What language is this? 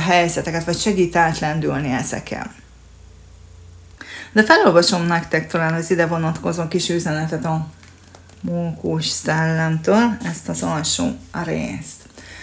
Hungarian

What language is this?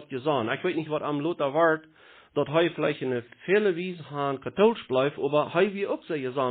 Plautdietsch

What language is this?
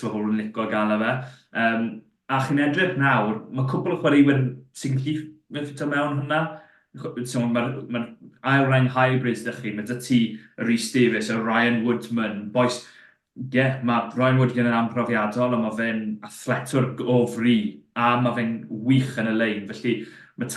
Welsh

